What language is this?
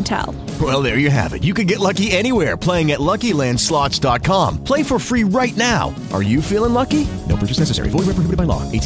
English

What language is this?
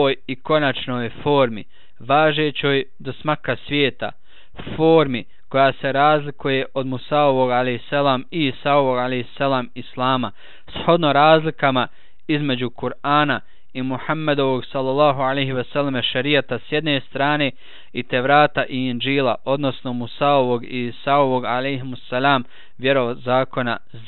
Bosnian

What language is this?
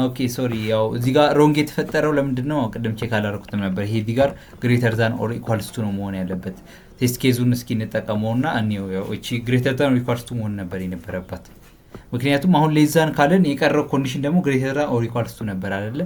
Amharic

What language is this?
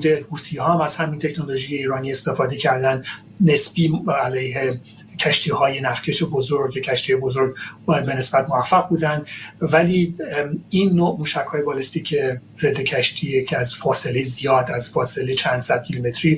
Persian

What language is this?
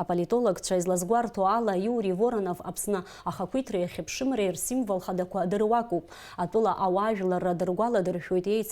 Abkhazian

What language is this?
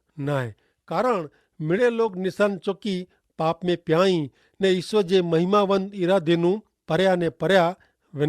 Kachhi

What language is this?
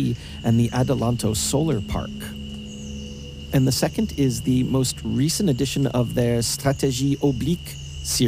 English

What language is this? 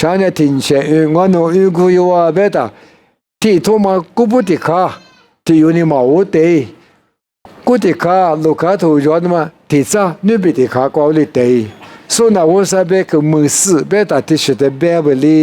Lisu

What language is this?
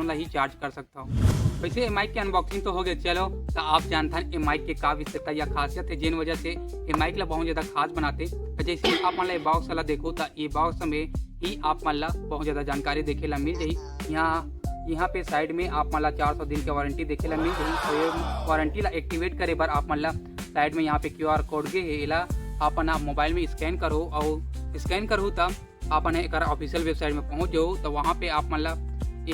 Chhattisgarhi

